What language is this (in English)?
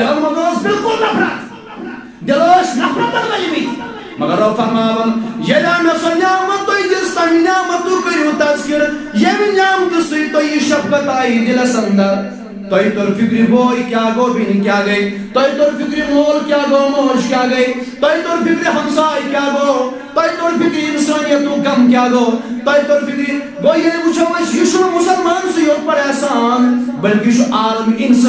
Kashmiri